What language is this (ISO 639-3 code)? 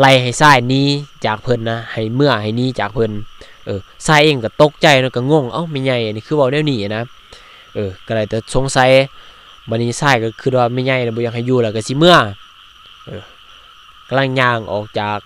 lao